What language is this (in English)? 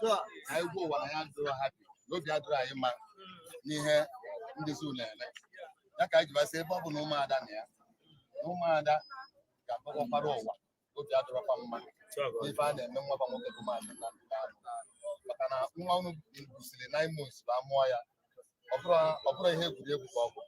Igbo